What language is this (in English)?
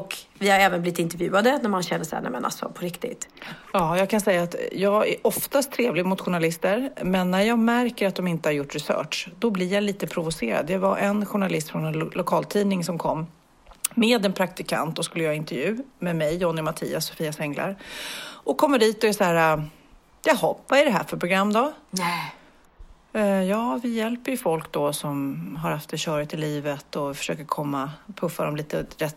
Swedish